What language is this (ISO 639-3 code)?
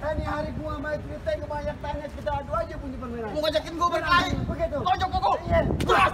bew